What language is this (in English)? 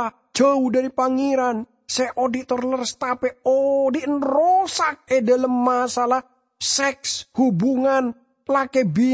Madurese